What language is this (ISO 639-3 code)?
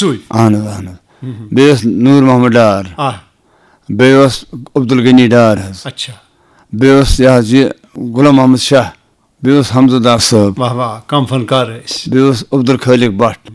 kas